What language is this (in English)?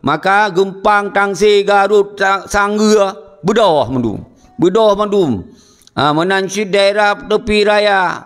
Achinese